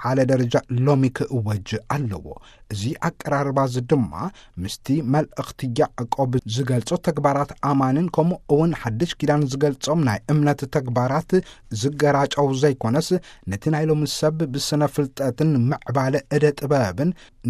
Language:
Tigrinya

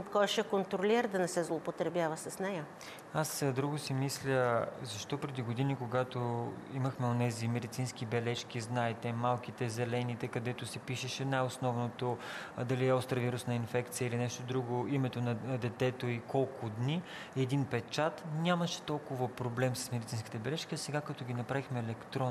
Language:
Bulgarian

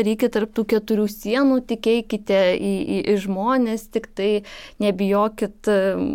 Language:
Lithuanian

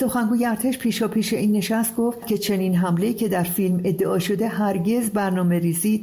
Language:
Persian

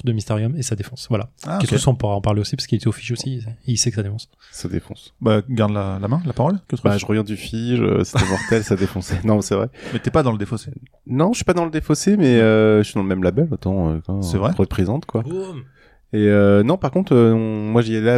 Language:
French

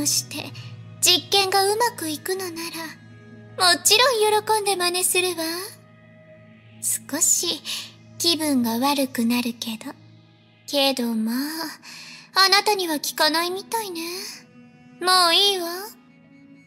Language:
Japanese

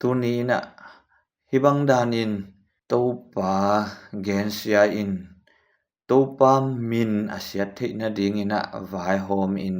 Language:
Tedim Chin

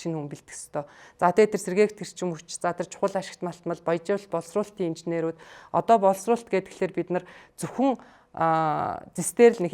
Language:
Mongolian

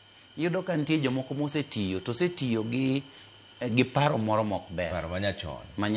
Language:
Luo (Kenya and Tanzania)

